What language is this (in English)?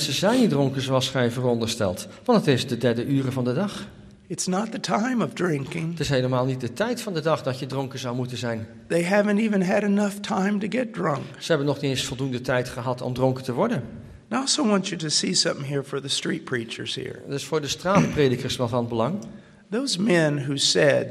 Dutch